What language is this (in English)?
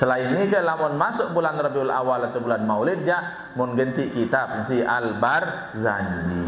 Sasak